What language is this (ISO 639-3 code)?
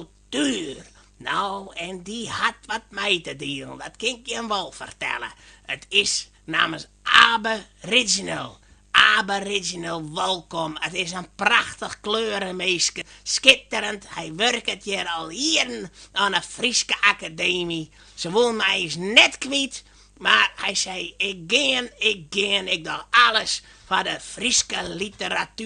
fry